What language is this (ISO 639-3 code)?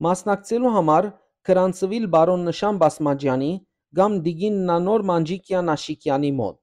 hyw